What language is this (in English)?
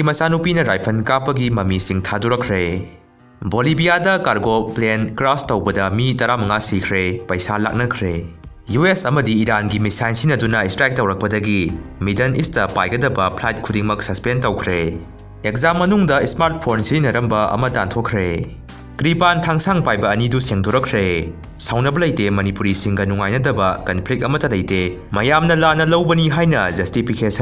Manipuri